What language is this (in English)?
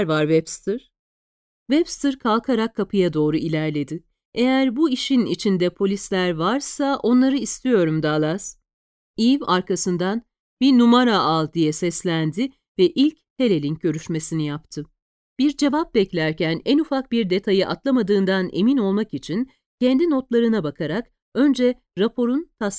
Turkish